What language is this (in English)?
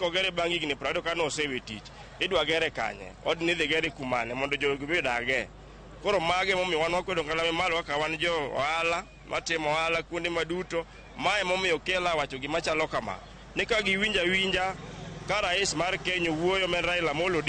Luo (Kenya and Tanzania)